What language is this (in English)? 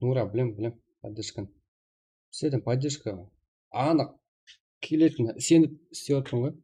Kara-Kalpak